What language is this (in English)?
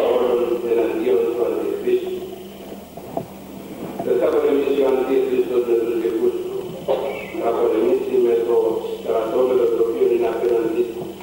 Greek